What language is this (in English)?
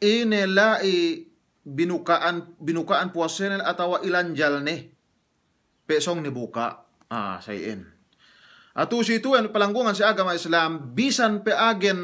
Yakan